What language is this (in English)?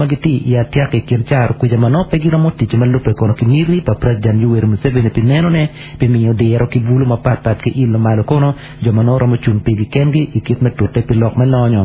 Acoli